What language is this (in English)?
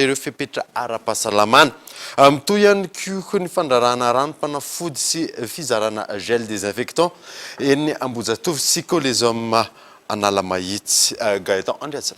Malagasy